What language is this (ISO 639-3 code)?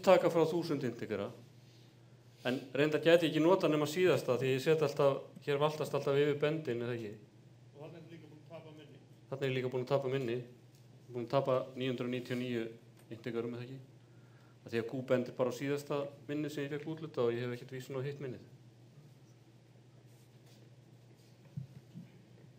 isl